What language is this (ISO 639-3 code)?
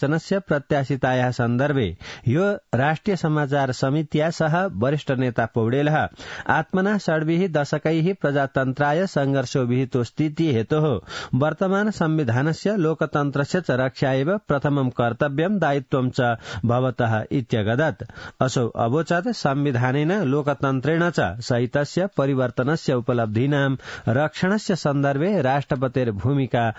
san